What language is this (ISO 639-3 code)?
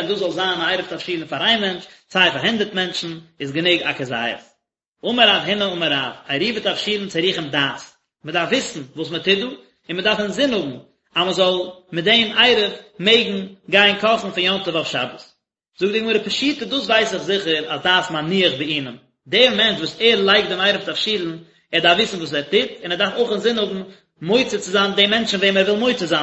yid